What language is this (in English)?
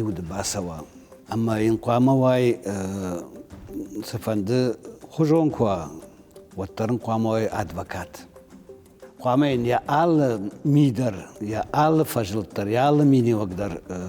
Ossetic